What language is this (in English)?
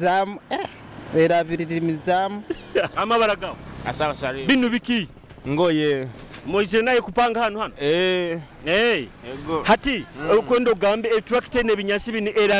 Nyoro